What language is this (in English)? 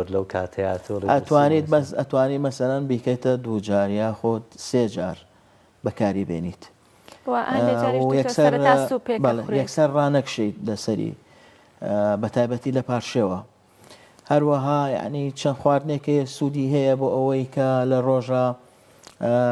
Central Kurdish